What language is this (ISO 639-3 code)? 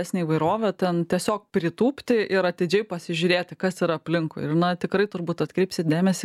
lit